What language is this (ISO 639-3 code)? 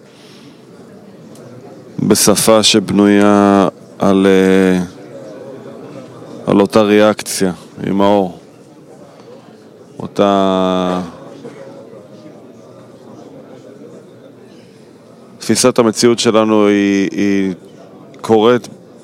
heb